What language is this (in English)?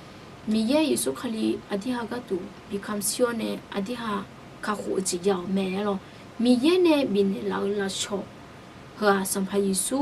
Akha